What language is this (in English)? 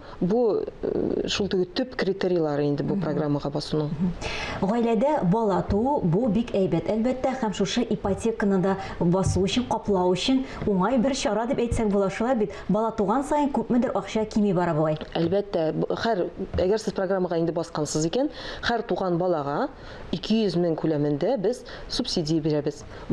Tatar